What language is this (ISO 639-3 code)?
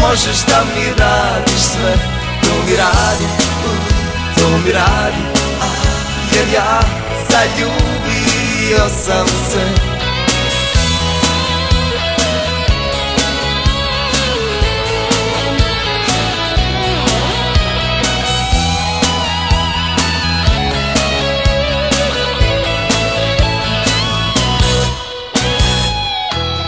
hrv